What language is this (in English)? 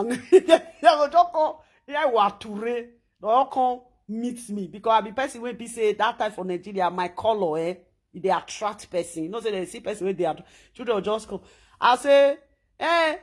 Nigerian Pidgin